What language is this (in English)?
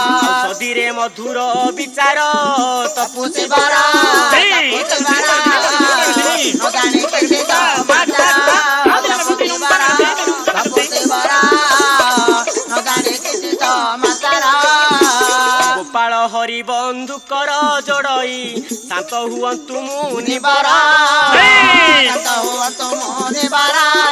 Odia